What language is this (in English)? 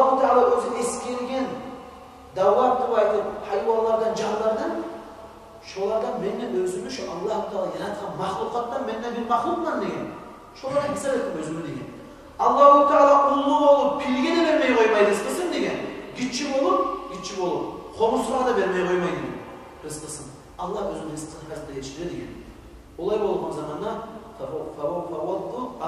Kumyk